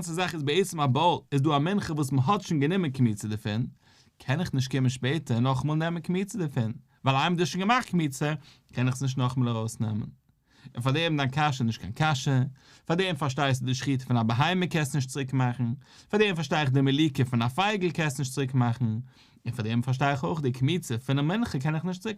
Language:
Yiddish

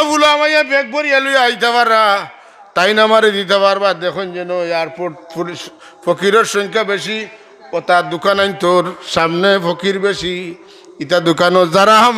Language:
Sylheti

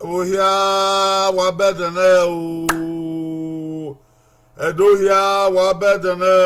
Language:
Bini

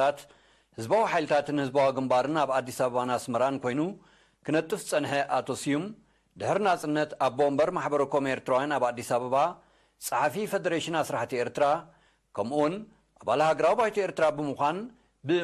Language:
Tigrinya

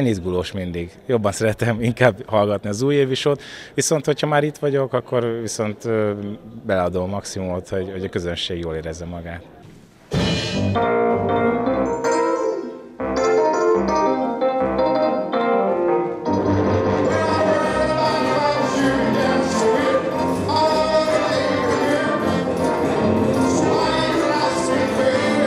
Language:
Hungarian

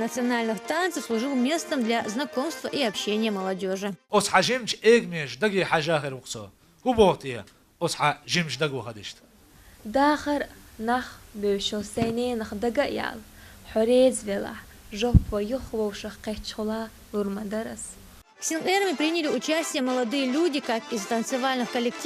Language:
Chechen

